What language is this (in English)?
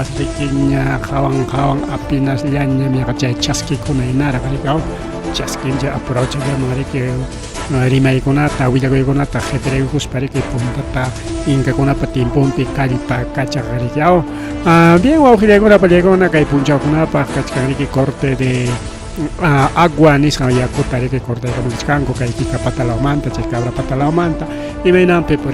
Ayacucho Quechua